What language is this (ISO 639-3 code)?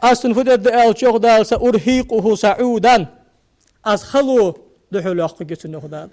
inh